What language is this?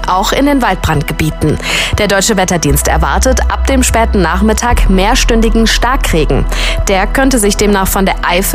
German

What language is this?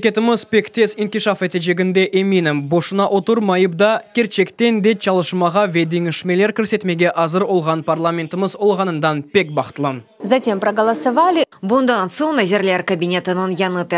Crimean Tatar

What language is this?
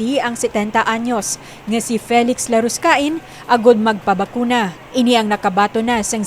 Hiligaynon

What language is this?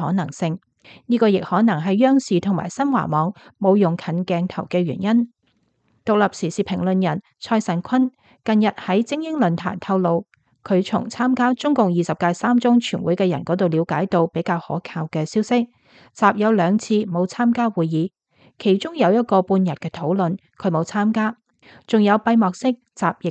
Cantonese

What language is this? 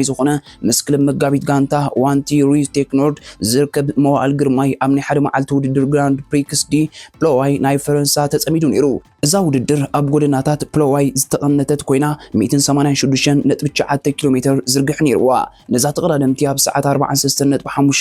Tigrinya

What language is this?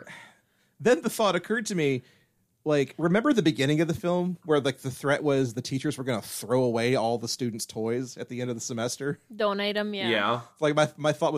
English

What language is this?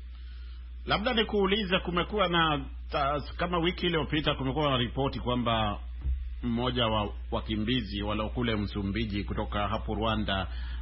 Swahili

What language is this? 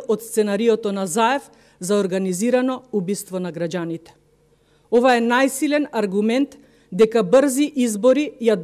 Macedonian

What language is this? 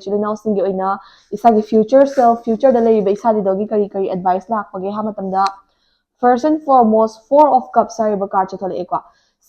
Manipuri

